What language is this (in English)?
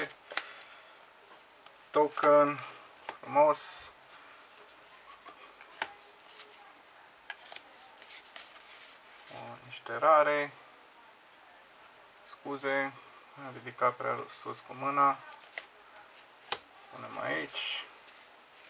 Romanian